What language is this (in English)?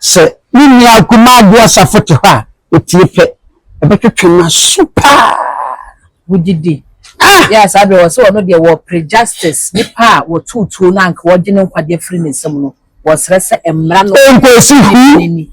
Akan